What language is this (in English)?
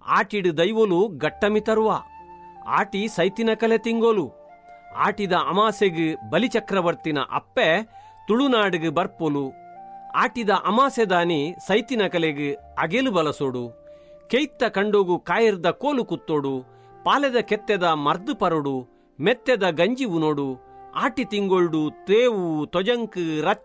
Tulu